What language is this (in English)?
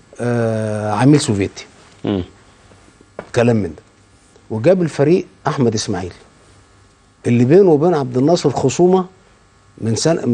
Egyptian Arabic